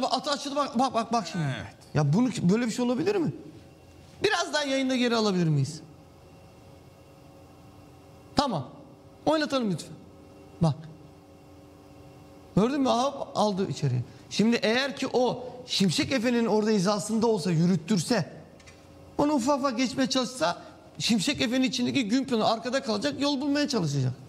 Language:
Turkish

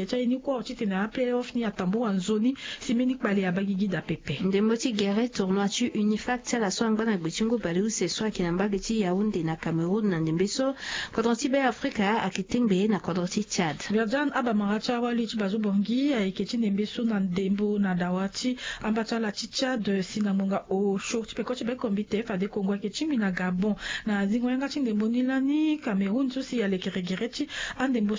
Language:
Sango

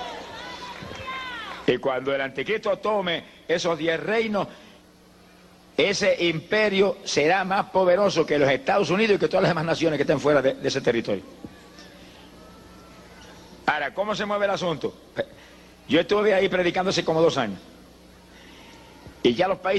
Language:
Spanish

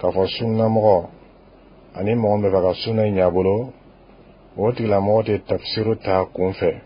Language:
Bambara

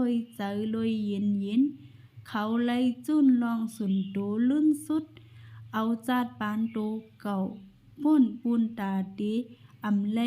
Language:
Shan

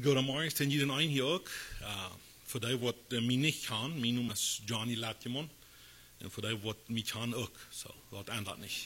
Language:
Plautdietsch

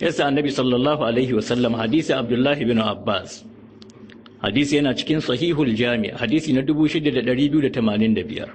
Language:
Hausa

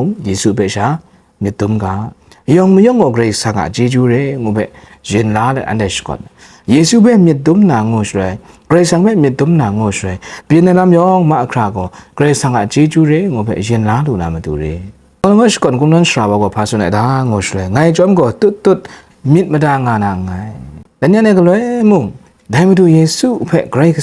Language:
Kachin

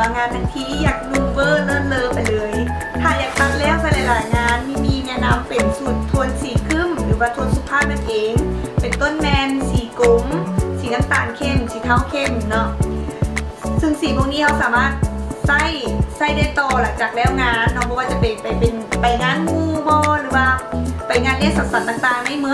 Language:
Lao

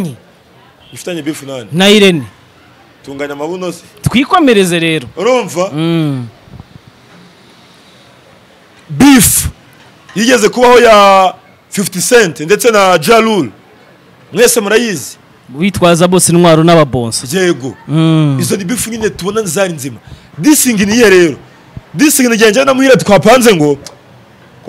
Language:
Kinyarwanda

